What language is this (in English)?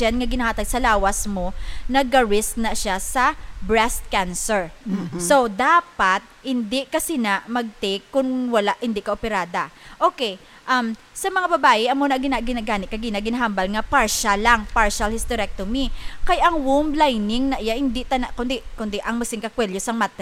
Hiligaynon